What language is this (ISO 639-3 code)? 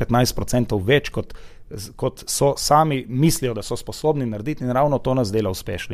slv